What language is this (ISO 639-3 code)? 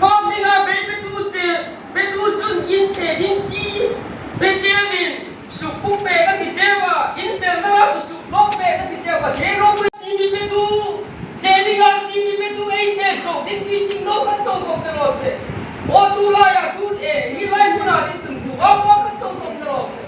hmr